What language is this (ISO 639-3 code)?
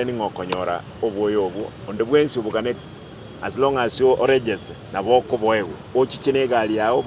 guz